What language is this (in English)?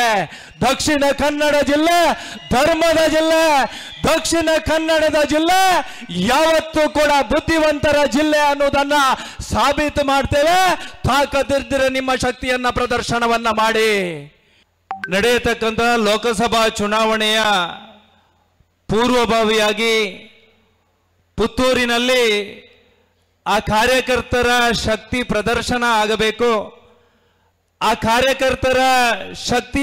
Kannada